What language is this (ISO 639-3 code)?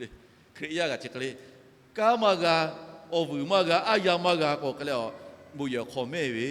lhu